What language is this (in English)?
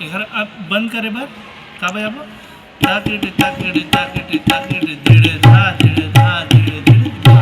Chhattisgarhi